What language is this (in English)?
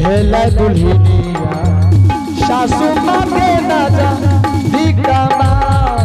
Angika